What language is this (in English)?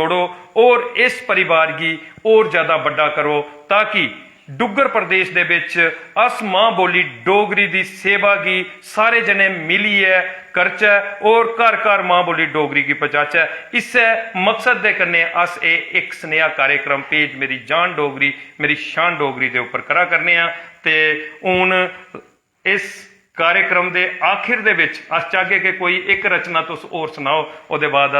Dogri